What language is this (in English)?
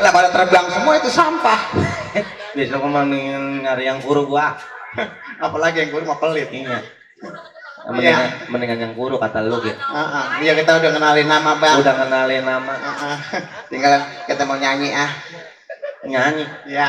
Betawi